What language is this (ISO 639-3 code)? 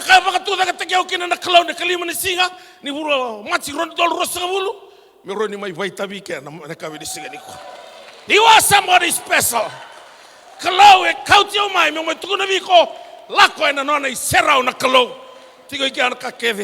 fij